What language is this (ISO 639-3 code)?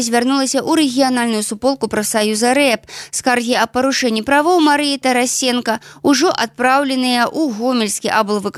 bel